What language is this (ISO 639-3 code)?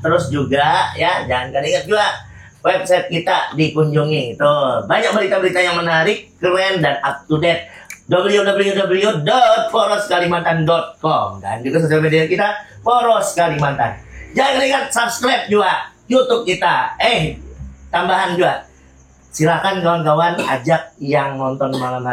bjn